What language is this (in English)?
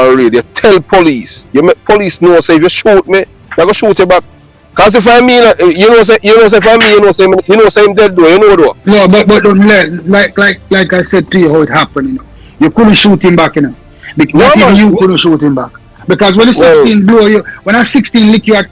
Jamaican Creole English